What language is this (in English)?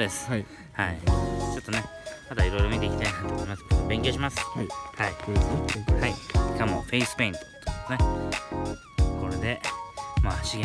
Japanese